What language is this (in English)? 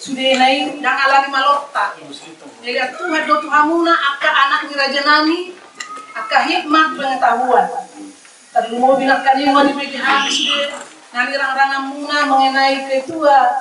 Batak Toba